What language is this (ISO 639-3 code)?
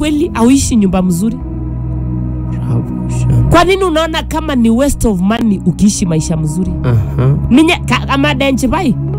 swa